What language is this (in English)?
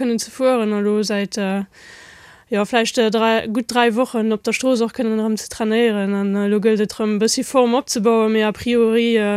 Luxembourgish